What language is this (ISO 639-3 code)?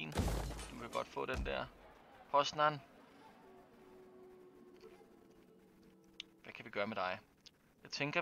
dan